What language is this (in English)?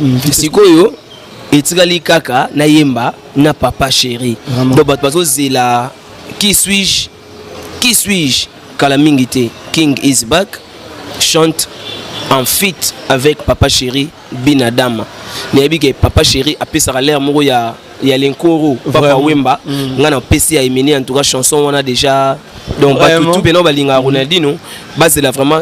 Lingala